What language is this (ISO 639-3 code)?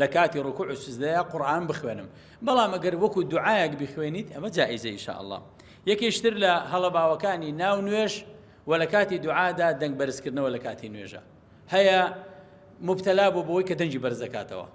ckb